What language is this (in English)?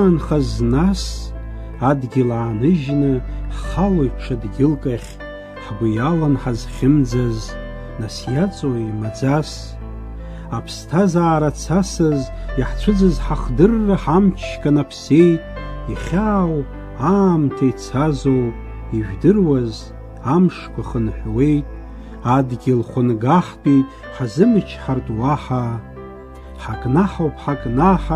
Abkhazian